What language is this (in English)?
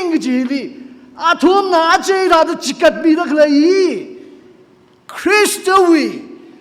Tangkhul Naga (India)